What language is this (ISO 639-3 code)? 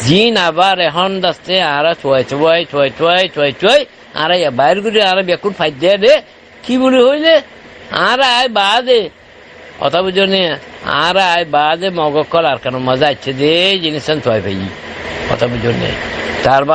rhg